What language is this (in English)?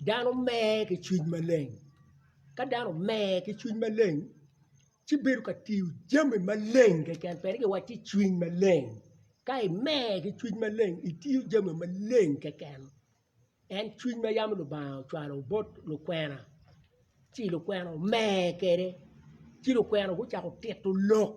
Acoli